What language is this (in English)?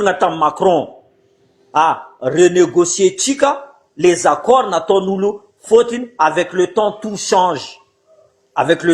Malagasy